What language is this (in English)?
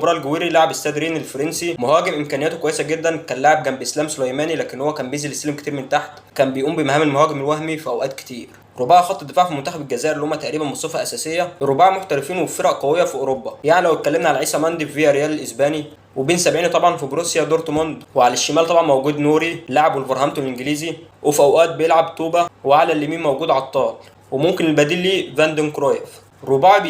Egyptian Arabic